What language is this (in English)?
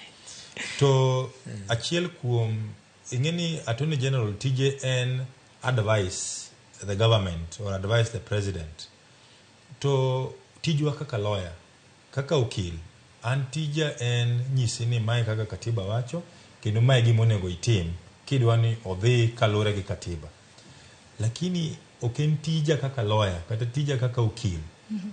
Luo (Kenya and Tanzania)